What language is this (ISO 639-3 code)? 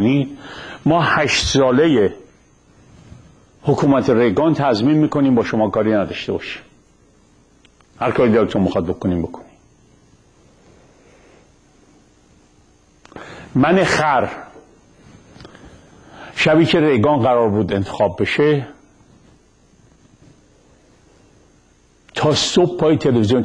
fas